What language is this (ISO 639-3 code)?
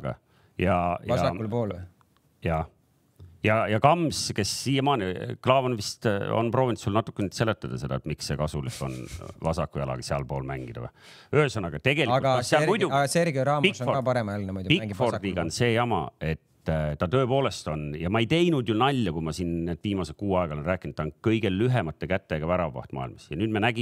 est